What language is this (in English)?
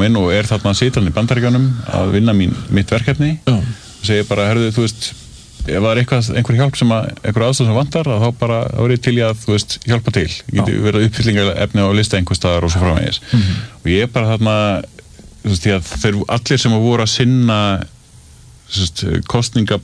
Icelandic